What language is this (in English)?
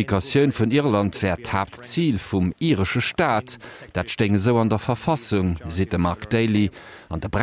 Luxembourgish